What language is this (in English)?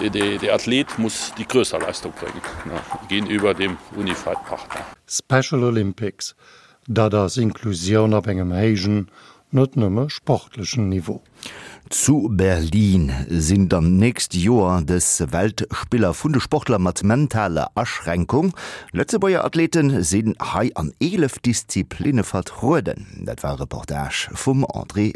Luxembourgish